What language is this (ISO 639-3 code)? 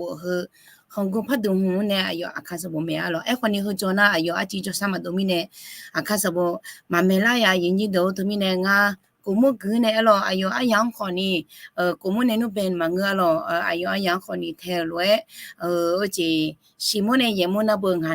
ahk